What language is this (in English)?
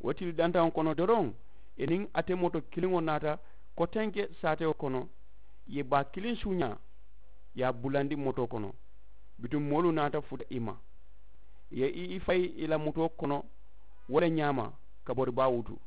Mandingo